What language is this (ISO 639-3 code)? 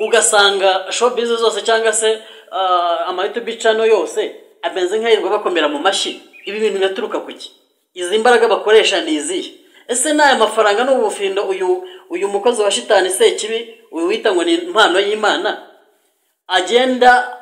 kin